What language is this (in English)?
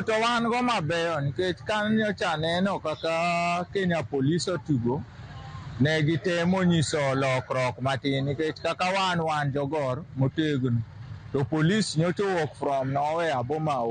Luo (Kenya and Tanzania)